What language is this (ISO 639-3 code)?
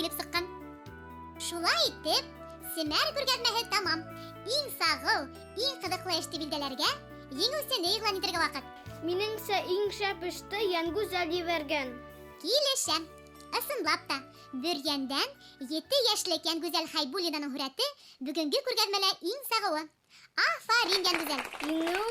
bak